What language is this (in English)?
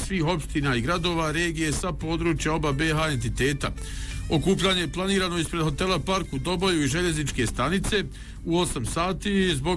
Bosnian